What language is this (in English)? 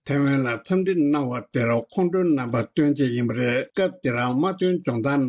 Tibetan